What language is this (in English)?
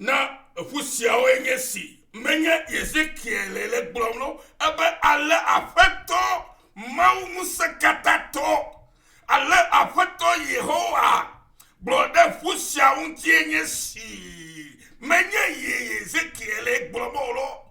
Ewe